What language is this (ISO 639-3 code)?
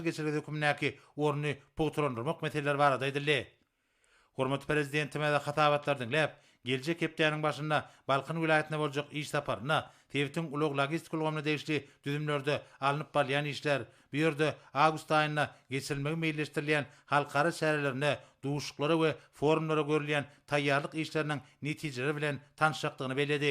tuk